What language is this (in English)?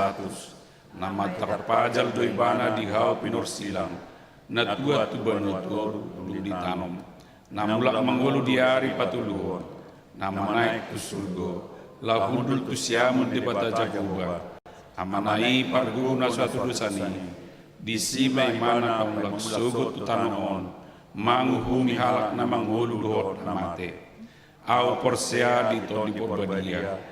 Batak Toba